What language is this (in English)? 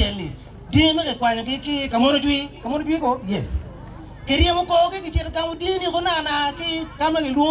Acoli